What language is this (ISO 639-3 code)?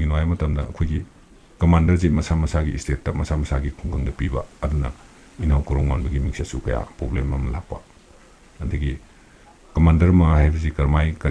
mni